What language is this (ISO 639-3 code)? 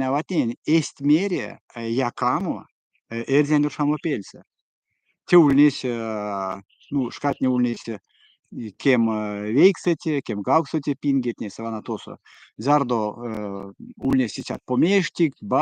myv